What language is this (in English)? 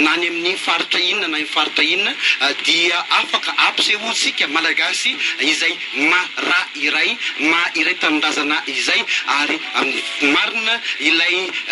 Malagasy